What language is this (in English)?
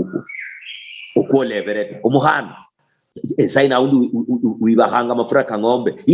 Luyia